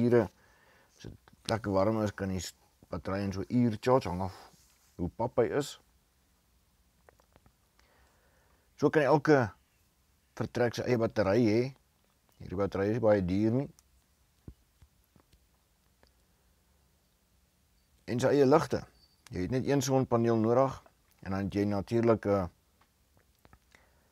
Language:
Afrikaans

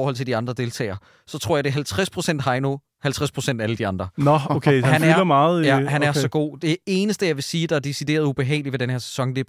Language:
Danish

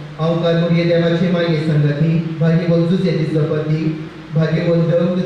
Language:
Konkani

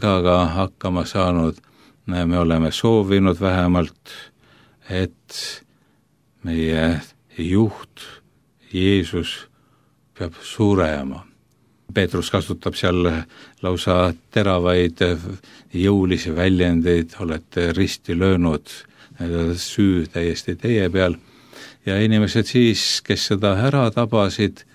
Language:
Estonian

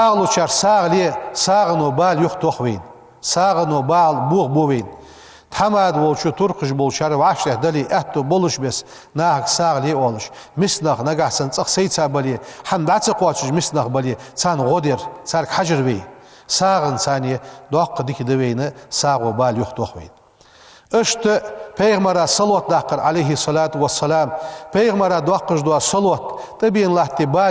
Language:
Ingush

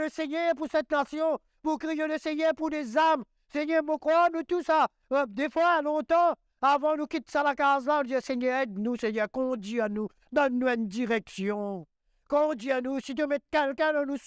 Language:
Morisyen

